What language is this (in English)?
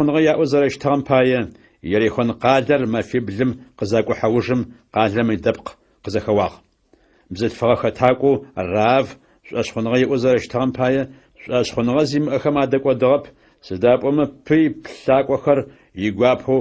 Adyghe